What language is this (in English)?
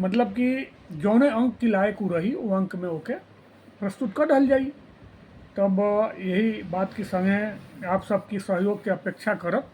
Bhojpuri